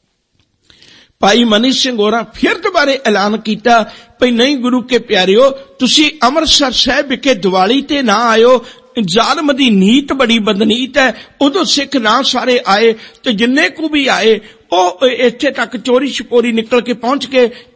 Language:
Punjabi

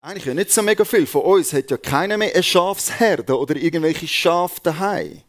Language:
Swiss German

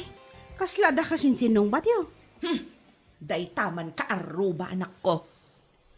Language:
Iloko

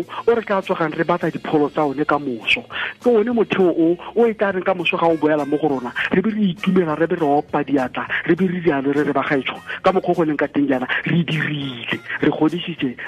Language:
Tswana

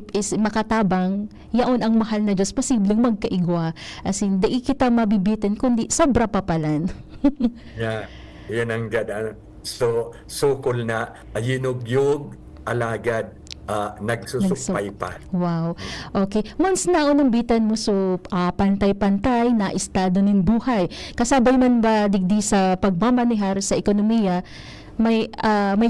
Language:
Bikol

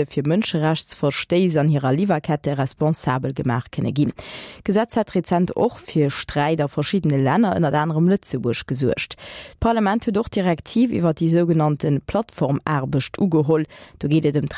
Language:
Luxembourgish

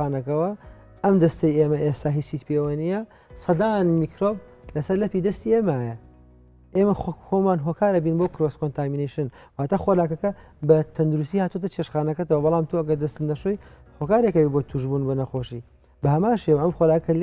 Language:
Central Kurdish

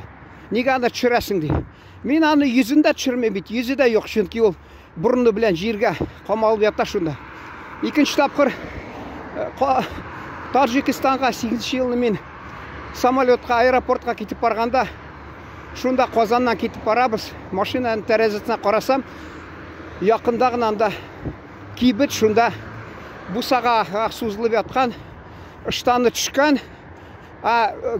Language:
Tatar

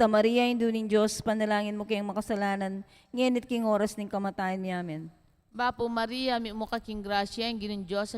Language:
Pampanga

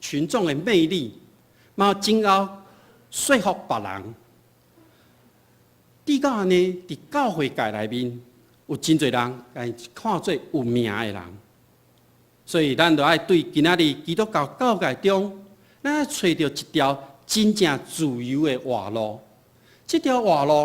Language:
Min Nan Chinese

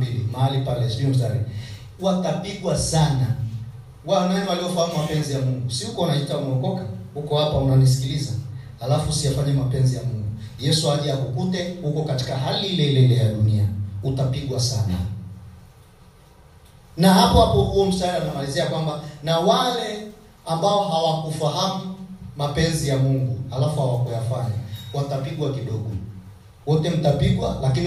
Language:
Swahili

